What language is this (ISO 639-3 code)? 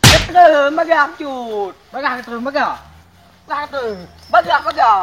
ace